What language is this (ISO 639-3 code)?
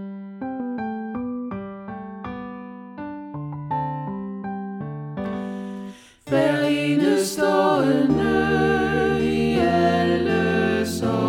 dan